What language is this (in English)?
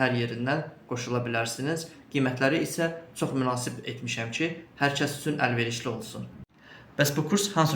Azerbaijani